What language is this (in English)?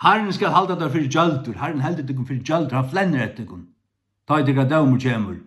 Faroese